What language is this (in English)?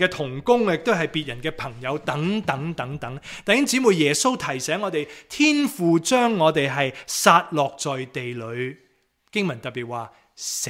Cantonese